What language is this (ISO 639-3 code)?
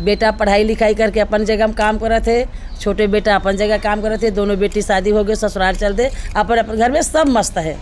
hne